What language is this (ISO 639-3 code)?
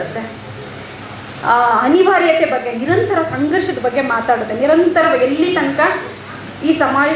kan